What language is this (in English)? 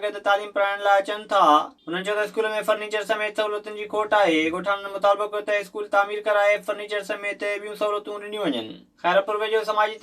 Sindhi